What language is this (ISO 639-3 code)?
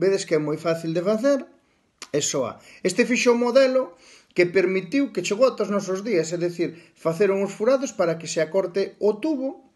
glg